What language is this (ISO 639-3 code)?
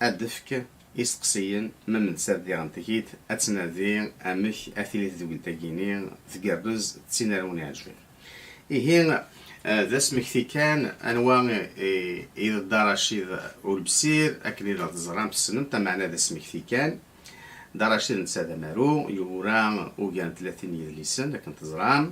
kab